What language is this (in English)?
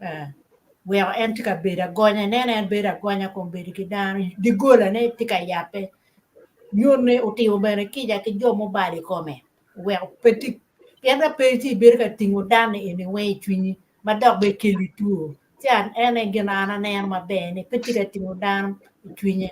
Acoli